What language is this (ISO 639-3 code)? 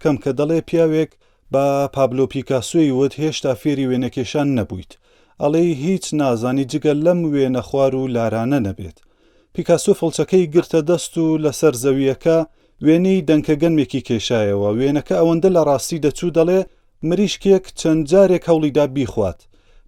ckb